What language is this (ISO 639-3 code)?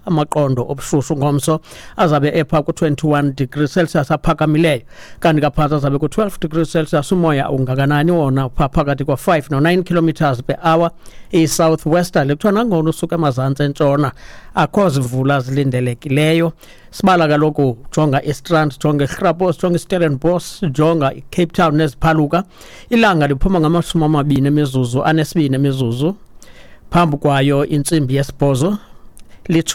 xho